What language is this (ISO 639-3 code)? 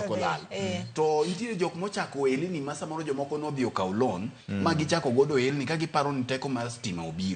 luo